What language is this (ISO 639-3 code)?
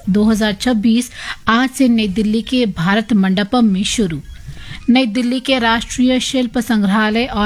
hin